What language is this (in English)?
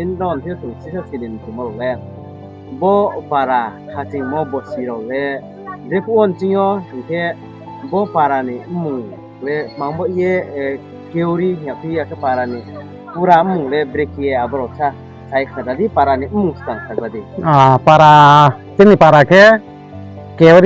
Riang (India)